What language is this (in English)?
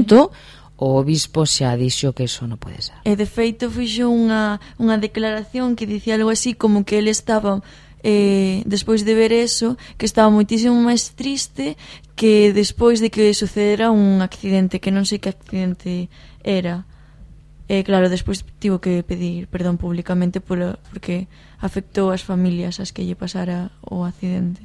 Galician